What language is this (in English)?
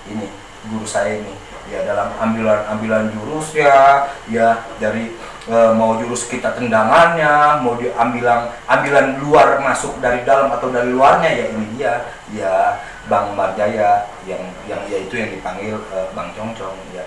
Betawi